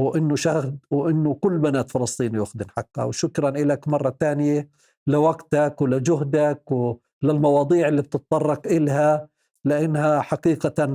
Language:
North Levantine Arabic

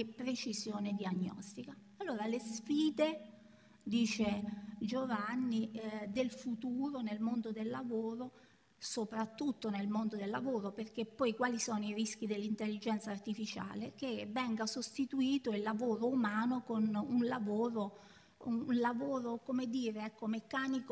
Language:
Italian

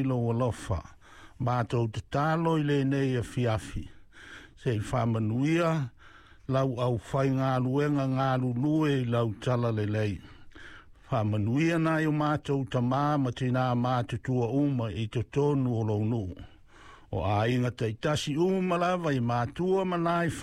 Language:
Samoan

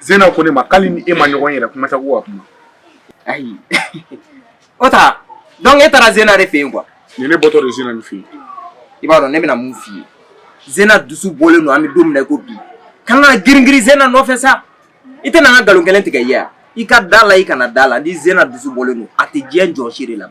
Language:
Bambara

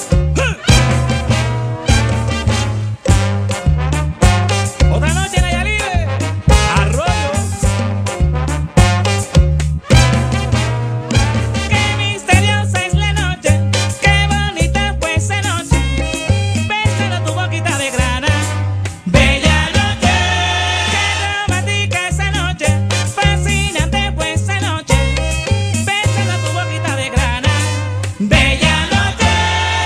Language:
Spanish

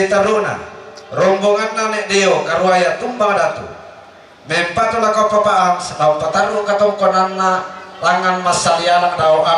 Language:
Toraja-Sa'dan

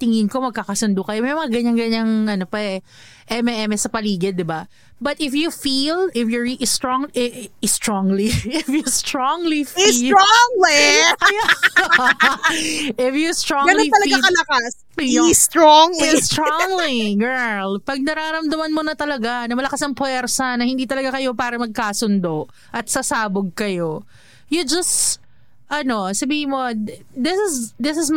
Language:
Filipino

